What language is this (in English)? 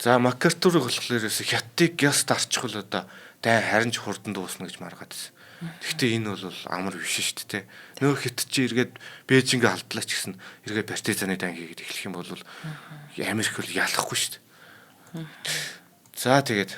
Mongolian